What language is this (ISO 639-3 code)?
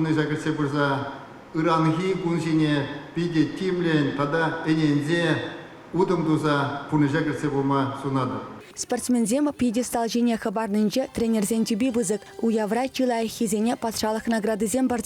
chv